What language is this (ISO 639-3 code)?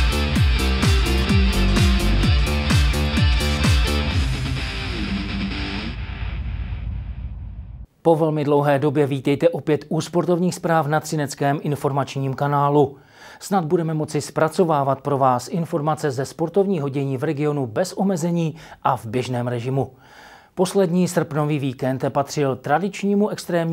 ces